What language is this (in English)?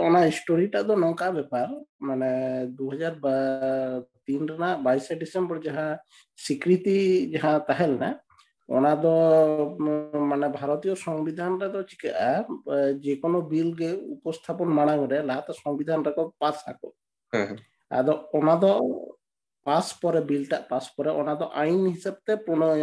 Santali